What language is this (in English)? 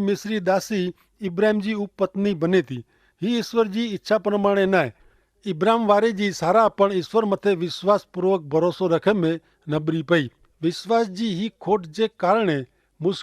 Kachhi